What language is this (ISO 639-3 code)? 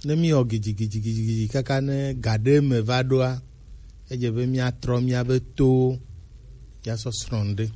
gej